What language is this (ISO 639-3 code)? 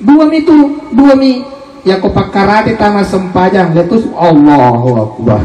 bug